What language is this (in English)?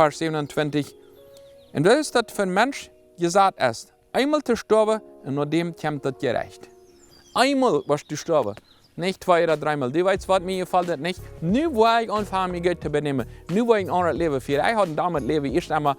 Plautdietsch